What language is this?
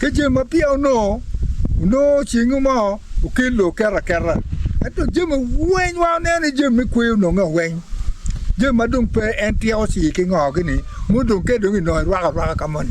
Acoli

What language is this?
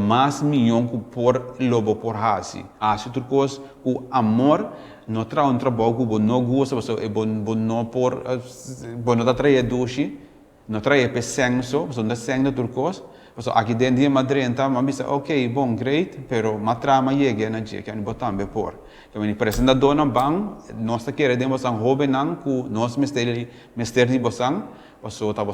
Papiamento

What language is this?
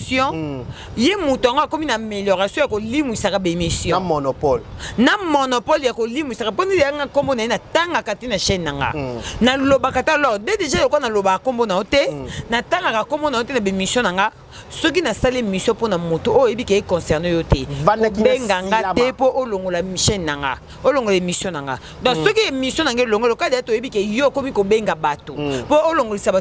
Lingala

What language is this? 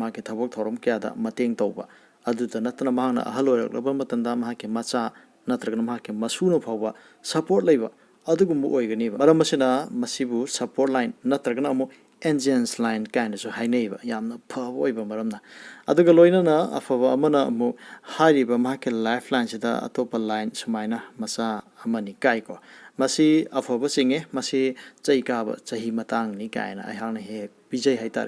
Manipuri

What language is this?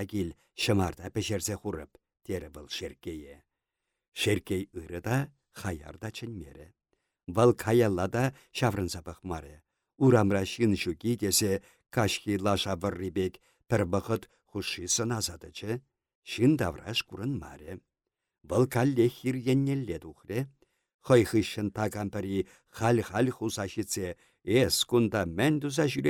Chuvash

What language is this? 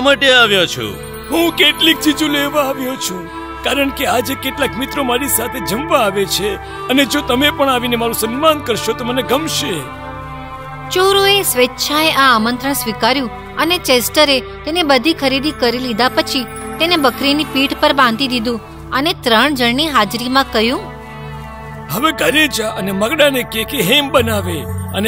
Gujarati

